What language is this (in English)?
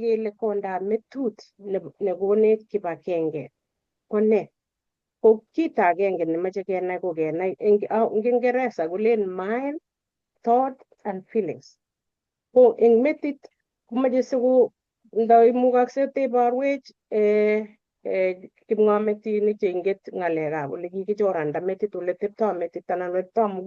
Kalenjin